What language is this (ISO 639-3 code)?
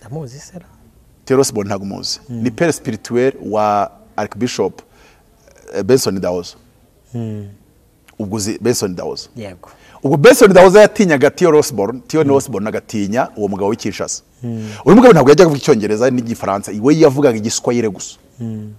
kin